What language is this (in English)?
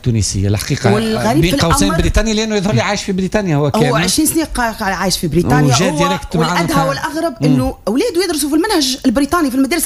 Tunisian Arabic